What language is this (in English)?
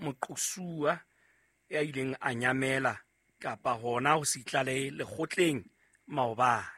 Southern Sotho